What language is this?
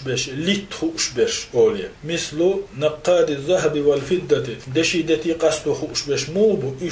Chechen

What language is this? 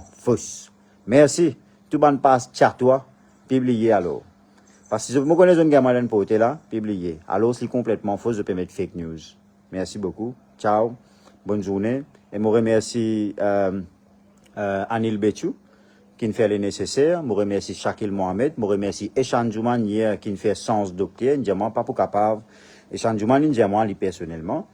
Morisyen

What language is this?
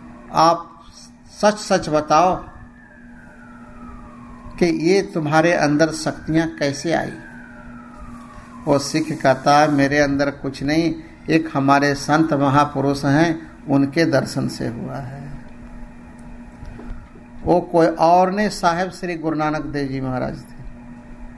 Hindi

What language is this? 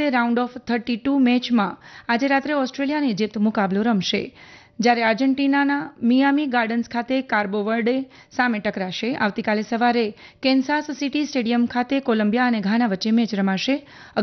Gujarati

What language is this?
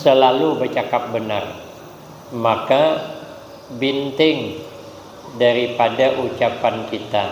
Banjar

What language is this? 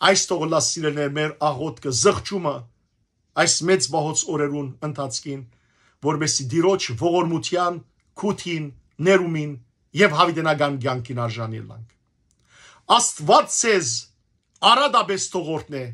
Western Armenian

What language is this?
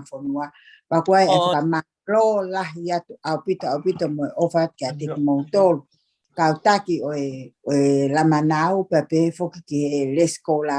Tongan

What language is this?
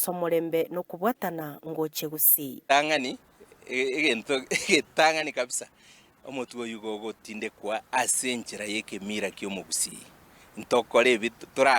Gusii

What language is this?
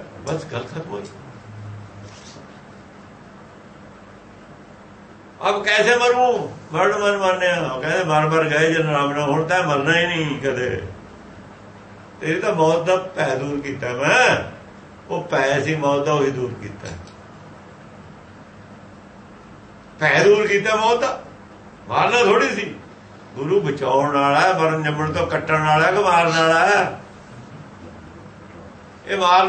Punjabi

